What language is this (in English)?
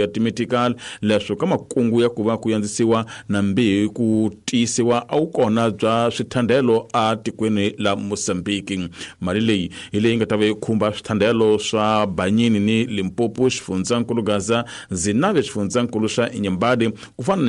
Tsonga